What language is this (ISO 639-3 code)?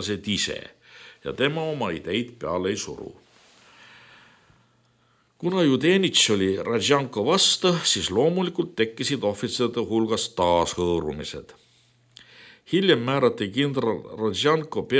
est